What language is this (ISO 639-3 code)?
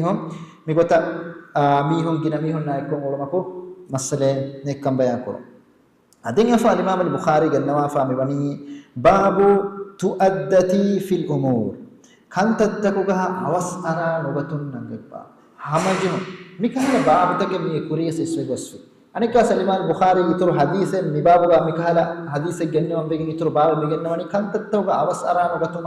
div